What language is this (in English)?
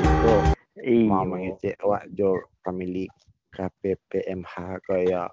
Minangkabau